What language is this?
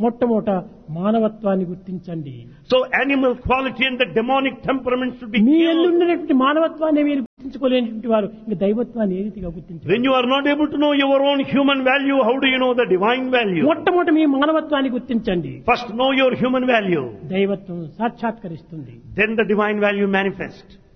Telugu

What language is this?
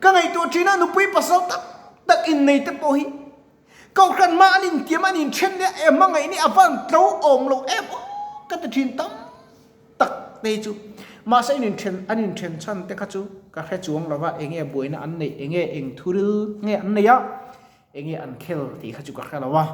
Mizo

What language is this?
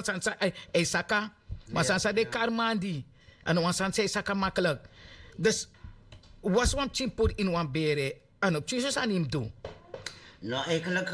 Sranan Tongo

